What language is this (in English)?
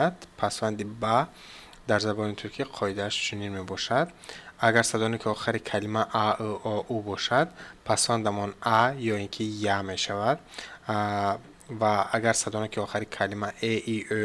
Tajik